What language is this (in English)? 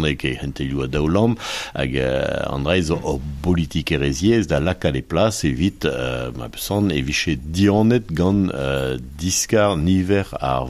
Breton